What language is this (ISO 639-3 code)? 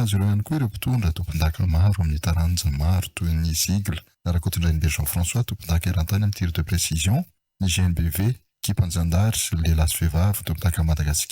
mlg